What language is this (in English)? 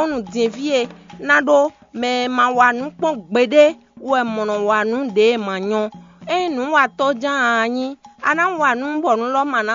Fon